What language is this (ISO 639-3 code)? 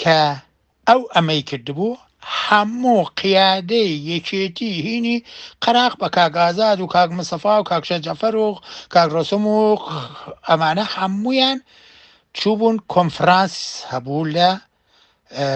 ckb